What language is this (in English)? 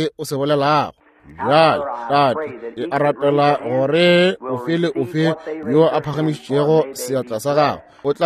Northern Sotho